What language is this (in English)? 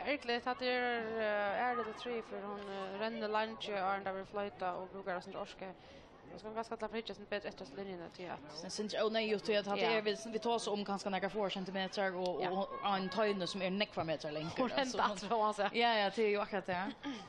Faroese